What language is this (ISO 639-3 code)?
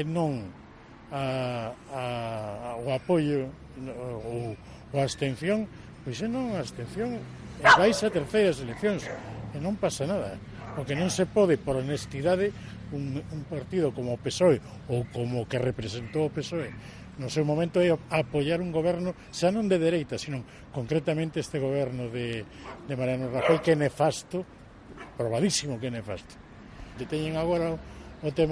glg